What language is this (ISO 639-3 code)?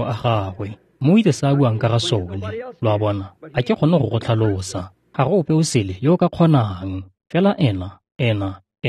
tsn